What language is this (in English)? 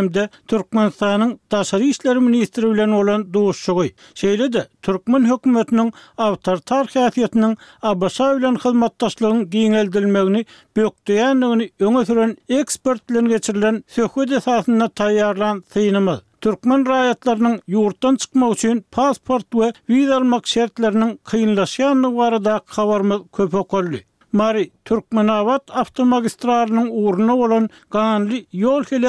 Turkmen